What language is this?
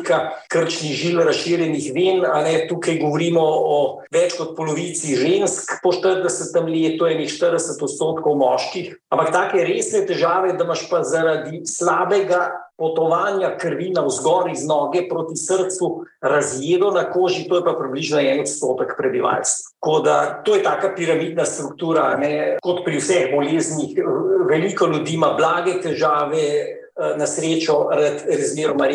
Slovenian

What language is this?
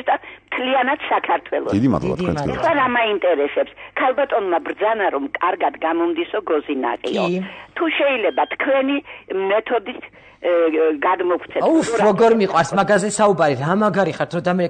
Georgian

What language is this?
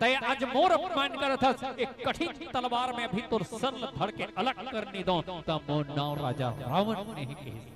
Chhattisgarhi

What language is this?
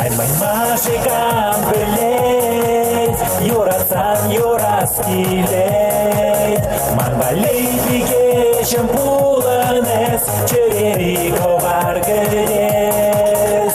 Chuvash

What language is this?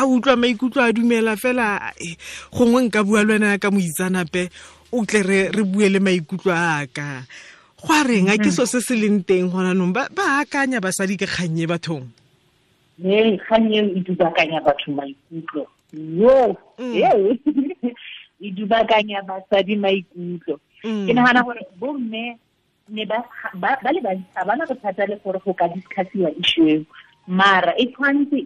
Tswana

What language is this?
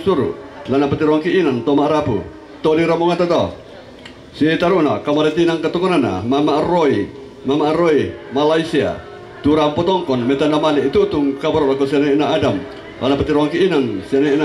Toraja-Sa'dan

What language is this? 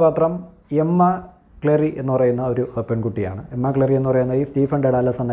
Malayalam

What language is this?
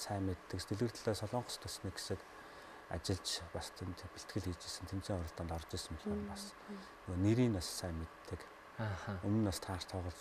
Mongolian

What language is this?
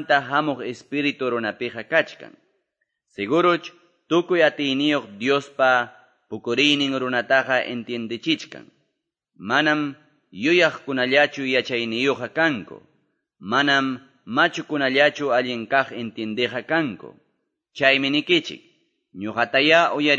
Quechua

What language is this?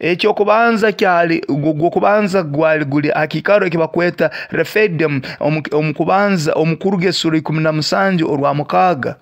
Nyoro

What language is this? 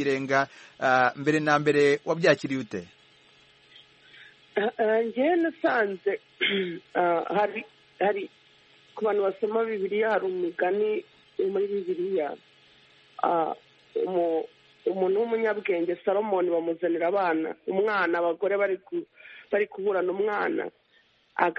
Kinyarwanda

